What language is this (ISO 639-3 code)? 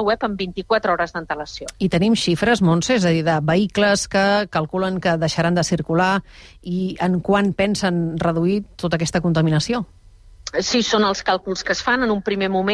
cat